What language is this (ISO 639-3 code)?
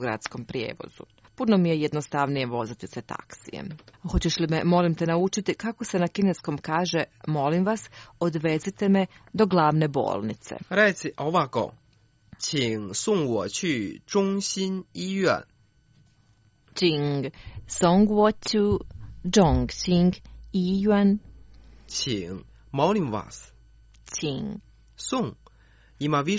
hrv